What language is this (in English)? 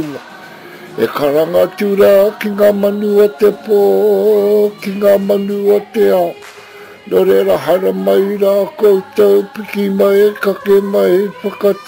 Māori